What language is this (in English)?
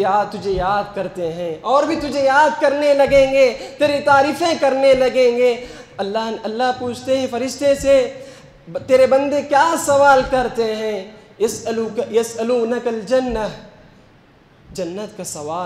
Urdu